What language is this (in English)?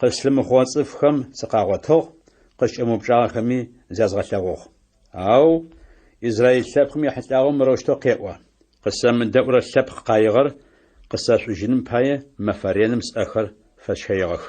Adyghe